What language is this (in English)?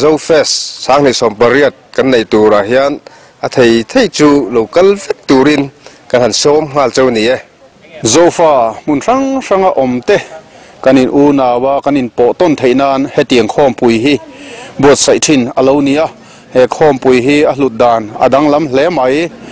Mizo